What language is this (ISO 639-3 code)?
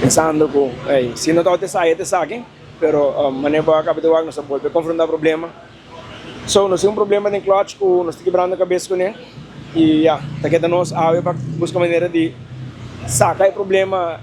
pap